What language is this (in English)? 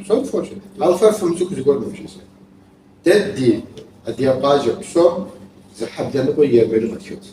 Kabardian